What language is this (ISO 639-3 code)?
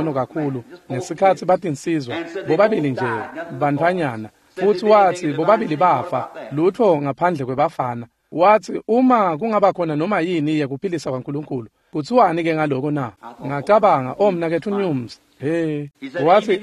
ssw